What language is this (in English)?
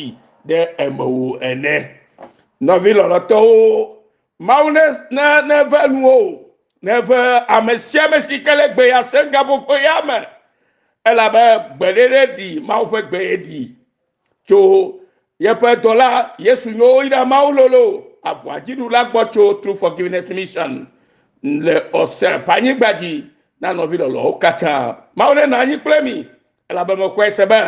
Ewe